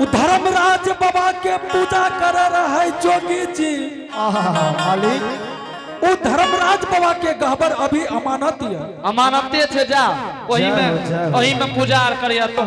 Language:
Angika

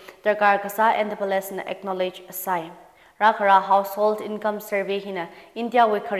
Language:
Tangkhul Naga (India)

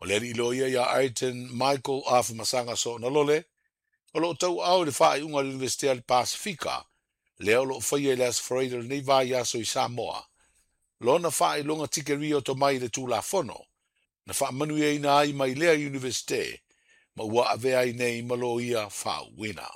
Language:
Samoan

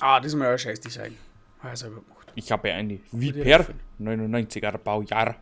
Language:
Bavarian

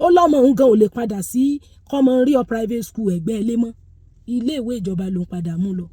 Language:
Yoruba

